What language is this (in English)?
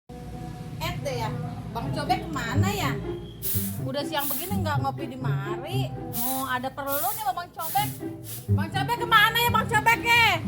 Betawi